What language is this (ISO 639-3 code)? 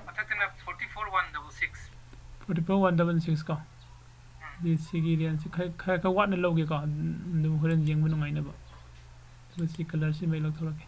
mni